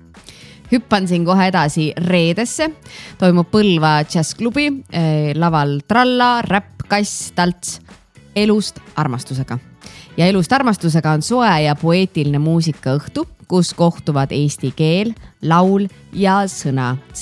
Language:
Estonian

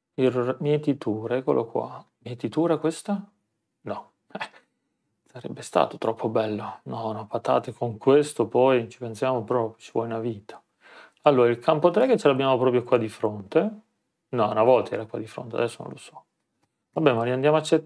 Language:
Italian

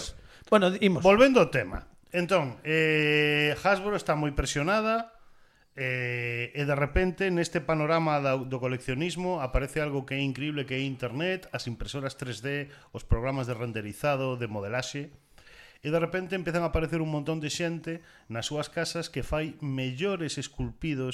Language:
Galician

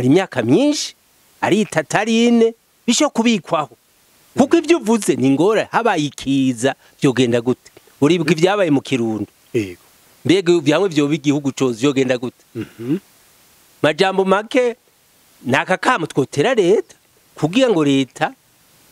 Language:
Rundi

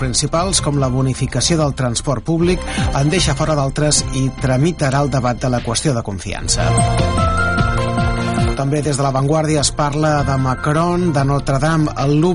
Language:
Catalan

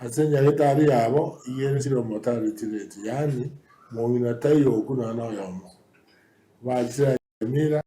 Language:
Gusii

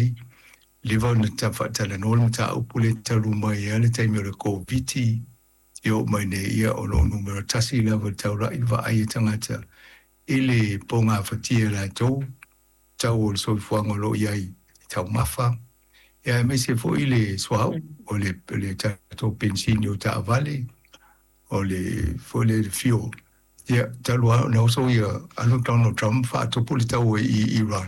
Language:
Samoan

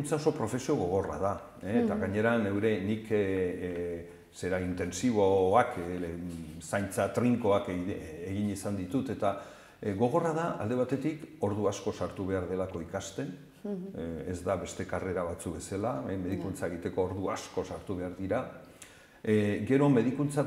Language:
Basque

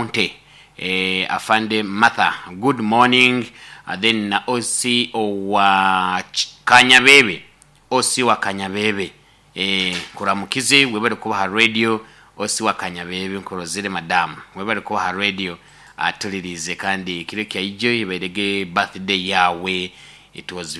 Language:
Nyoro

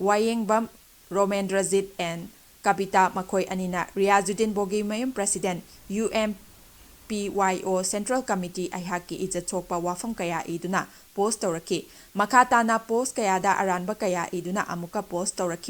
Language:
Manipuri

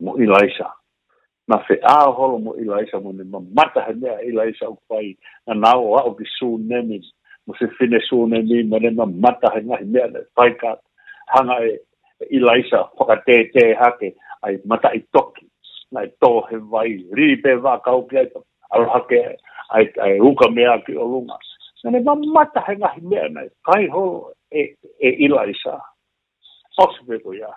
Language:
Tongan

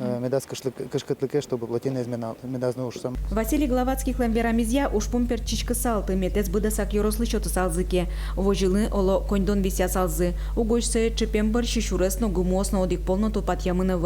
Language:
Udmurt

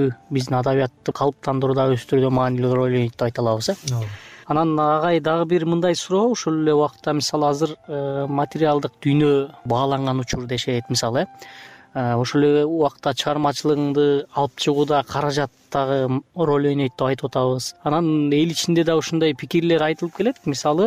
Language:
Kyrgyz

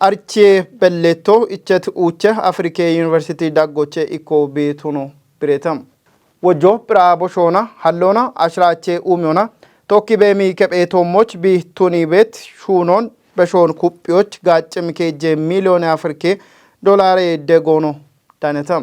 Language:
Kafa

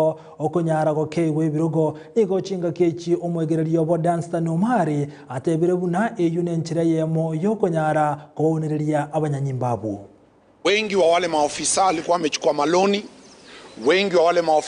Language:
Gusii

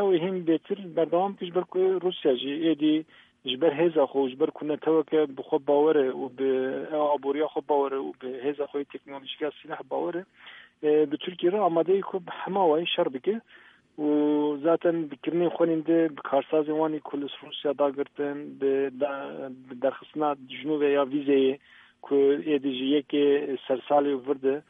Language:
Kurdish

